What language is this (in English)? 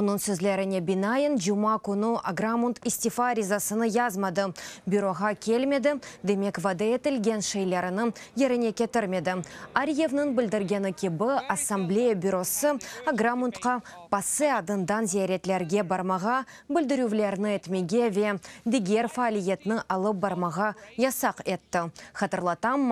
Crimean Tatar